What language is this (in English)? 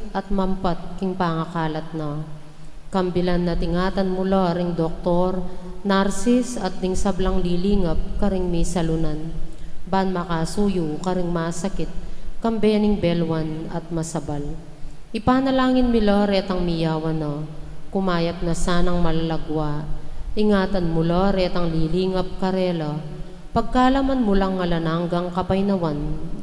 Pampanga